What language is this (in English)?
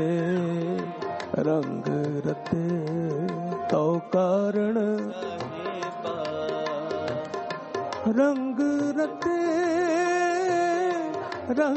Hindi